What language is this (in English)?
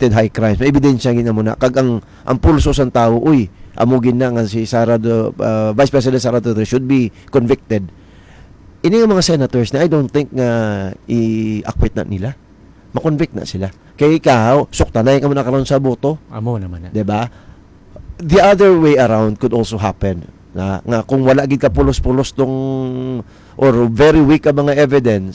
Hiligaynon